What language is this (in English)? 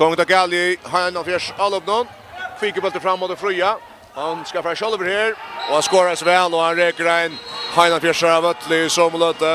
Faroese